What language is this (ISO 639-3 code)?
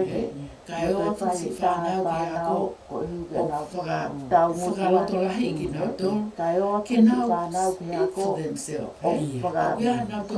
ton